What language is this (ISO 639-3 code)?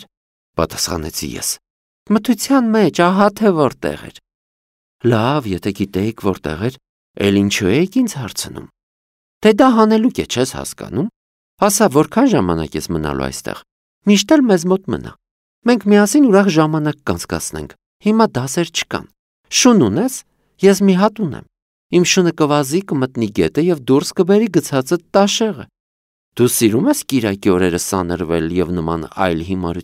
hye